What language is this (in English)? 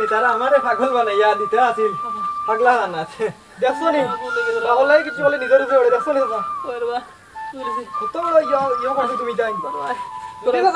Sylheti